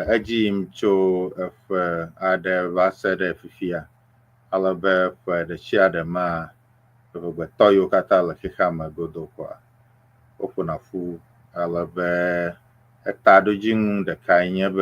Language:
Ewe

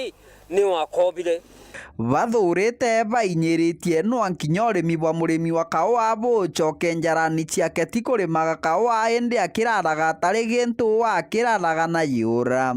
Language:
Meru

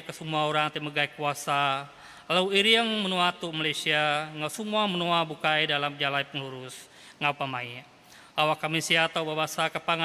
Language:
Iban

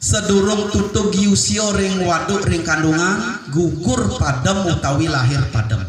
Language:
Balinese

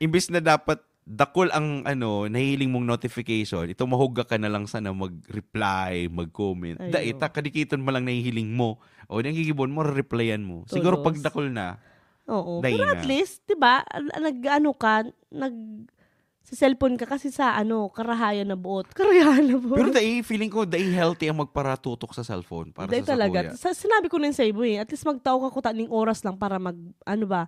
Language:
Bikol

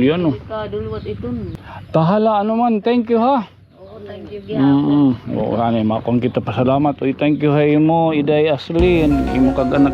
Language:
Waray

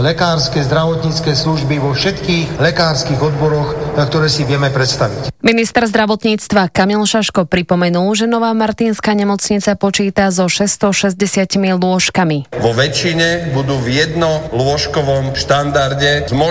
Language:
Slovak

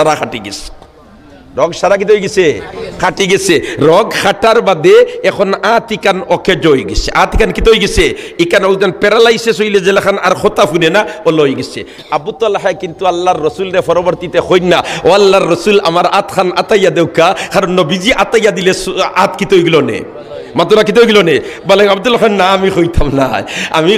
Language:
Sylheti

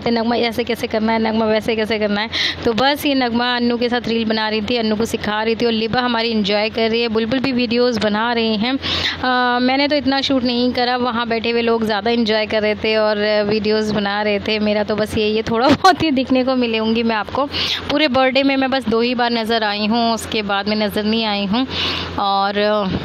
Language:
Hindi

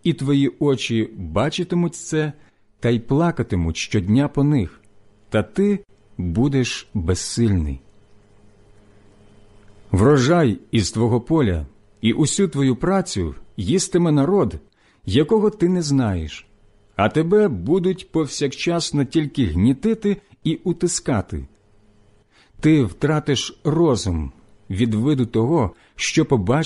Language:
Ukrainian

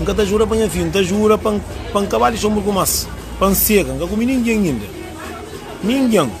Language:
Kabuverdianu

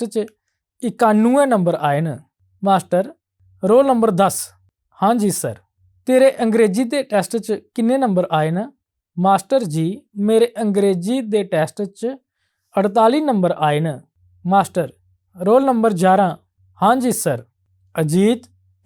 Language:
Dogri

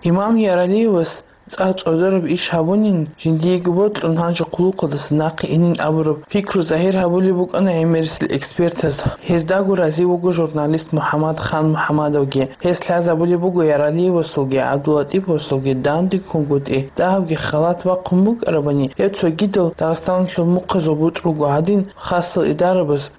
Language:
Avaric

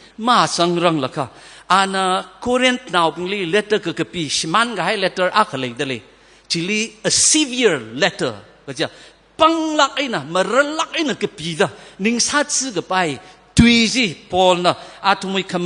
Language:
Tangkhul Naga (India)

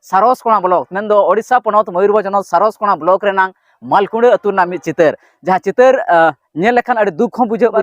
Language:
Santali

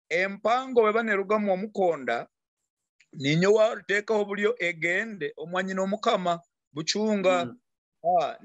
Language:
Nyoro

